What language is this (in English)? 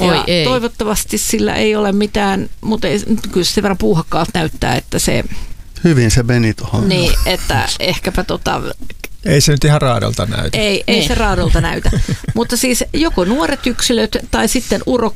Finnish